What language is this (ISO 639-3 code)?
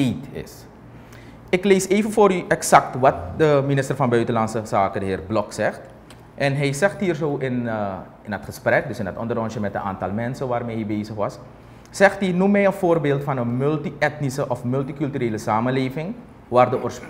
nld